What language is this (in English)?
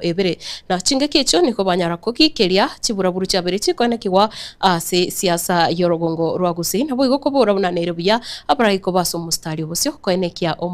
Gusii